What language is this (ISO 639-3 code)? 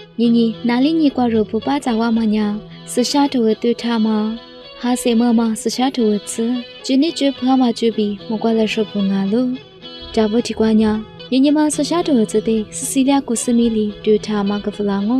lis